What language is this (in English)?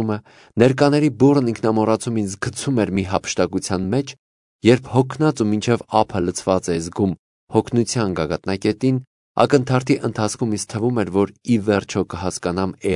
Armenian